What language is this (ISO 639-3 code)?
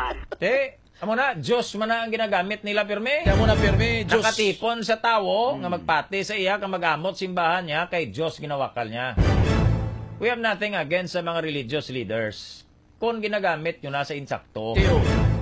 hil